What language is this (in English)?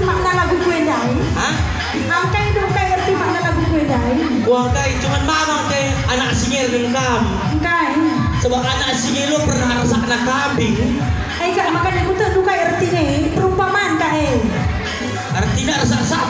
Batak Karo